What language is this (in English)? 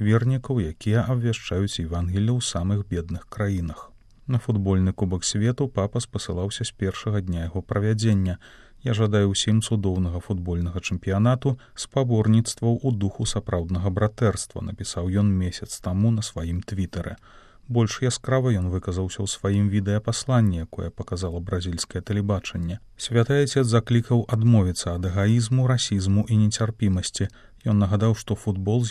Belarusian